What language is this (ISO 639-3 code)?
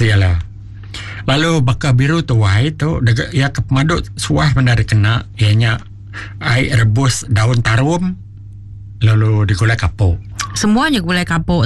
iba